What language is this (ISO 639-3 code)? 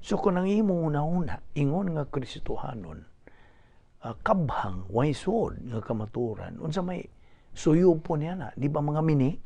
ceb